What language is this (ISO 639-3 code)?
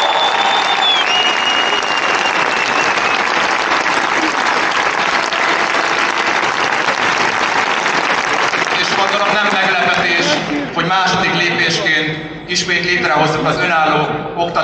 hun